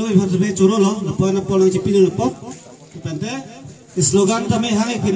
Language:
Karbi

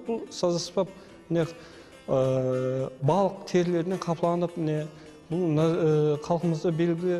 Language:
Kara-Kalpak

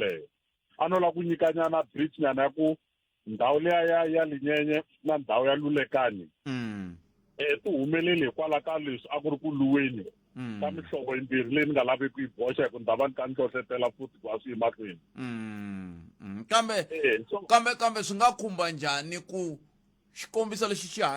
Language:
Tsonga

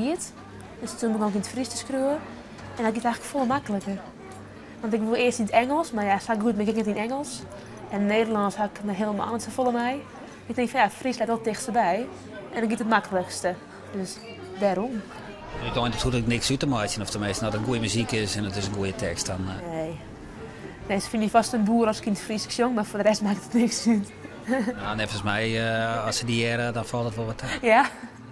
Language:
Western Frisian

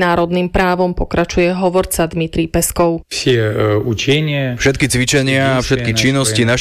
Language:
Slovak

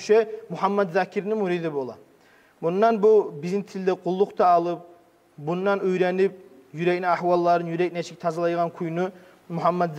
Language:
Kumyk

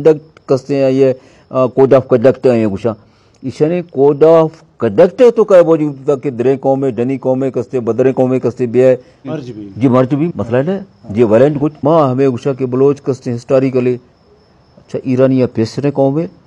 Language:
Eastern Balochi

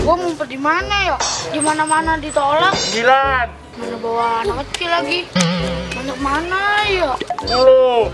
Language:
Betawi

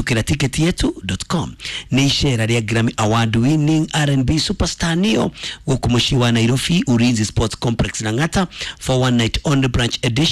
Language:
Kikuyu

